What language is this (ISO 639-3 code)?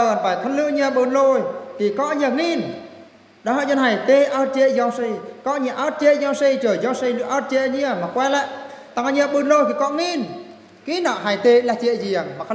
bru